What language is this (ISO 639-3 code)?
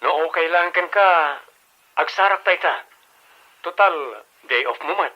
ilo